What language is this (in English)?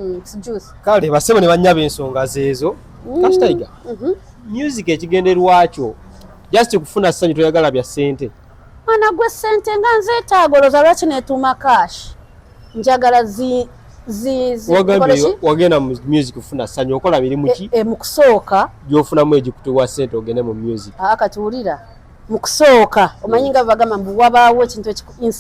Ganda